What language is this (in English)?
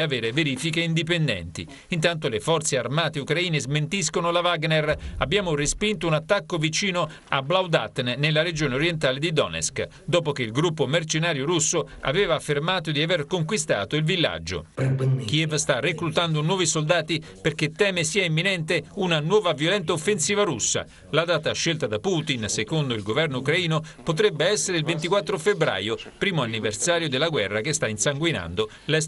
Italian